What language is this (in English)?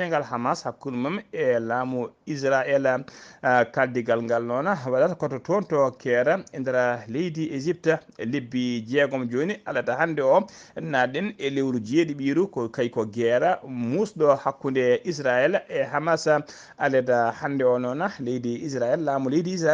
Fula